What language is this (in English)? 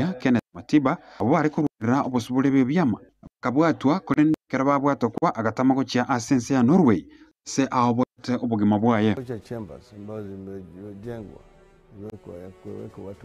Gusii